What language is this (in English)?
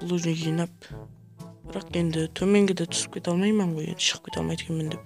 Kara-Kalpak